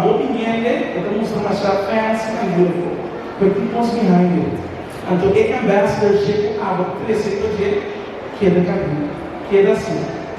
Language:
Papiamento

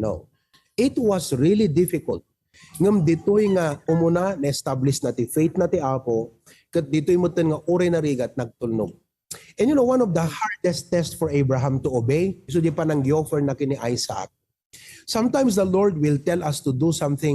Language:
Iloko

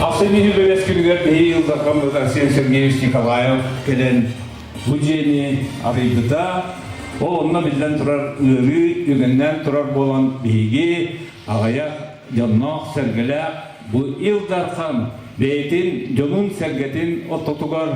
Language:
Yakut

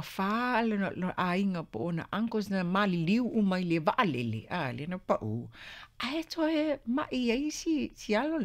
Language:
Samoan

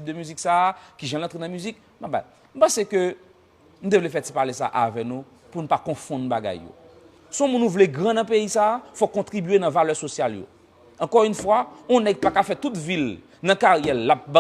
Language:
Haitian Creole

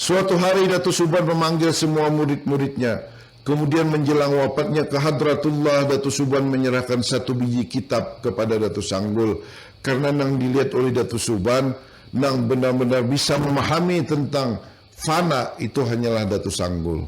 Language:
Banjar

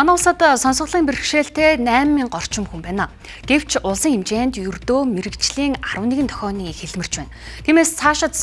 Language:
Mongolian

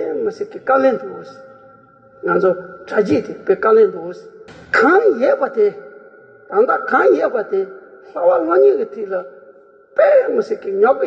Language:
Tibetan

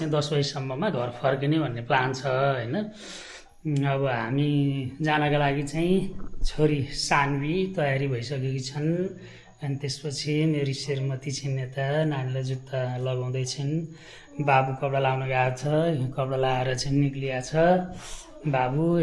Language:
Nepali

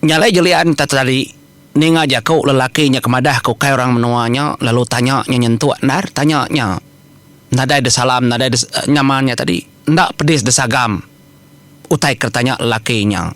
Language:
Iban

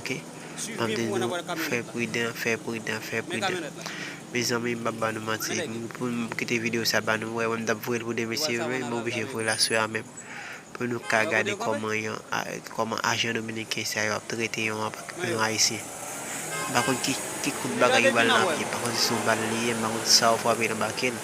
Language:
Haitian Creole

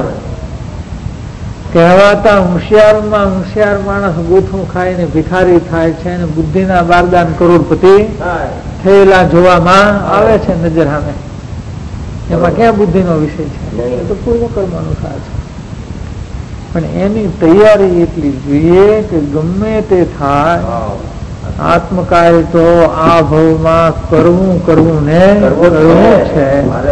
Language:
Gujarati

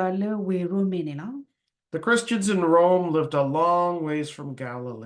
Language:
S'gaw Karen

